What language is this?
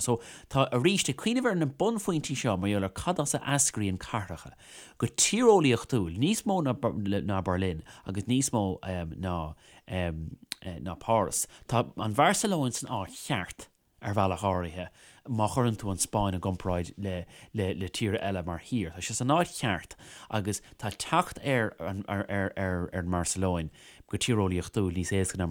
Irish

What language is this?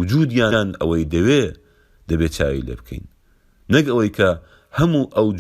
Central Kurdish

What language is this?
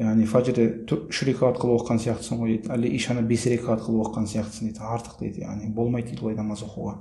Kazakh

